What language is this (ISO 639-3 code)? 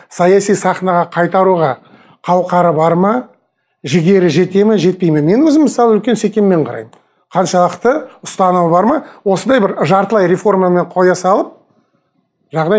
kaz